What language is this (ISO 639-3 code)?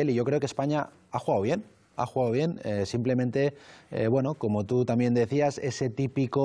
spa